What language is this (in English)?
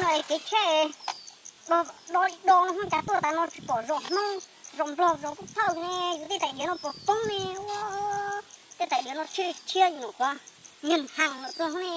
Hmong